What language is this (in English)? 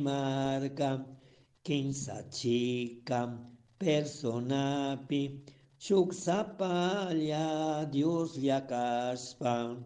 Chimborazo Highland Quichua